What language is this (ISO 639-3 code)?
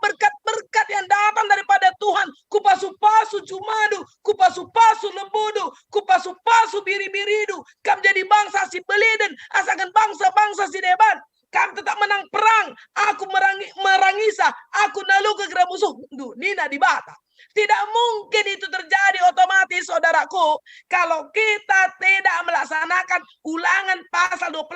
btx